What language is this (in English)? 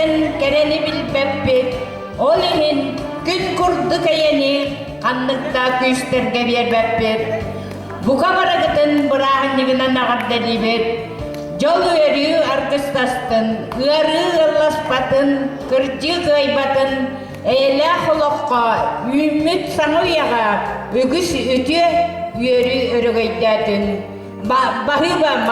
Yakut